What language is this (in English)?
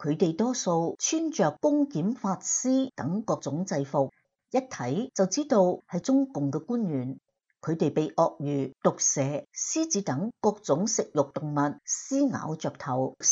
Cantonese